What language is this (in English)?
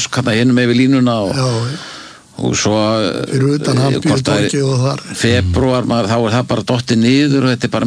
Icelandic